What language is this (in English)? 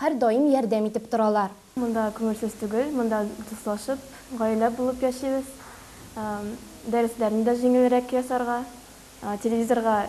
Tatar